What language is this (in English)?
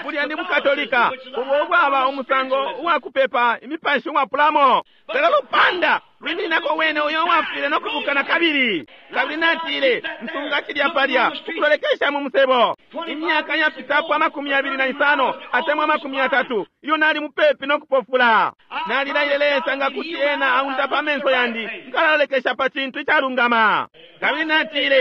Bemba